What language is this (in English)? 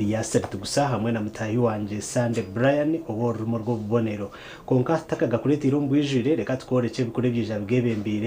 Nyankole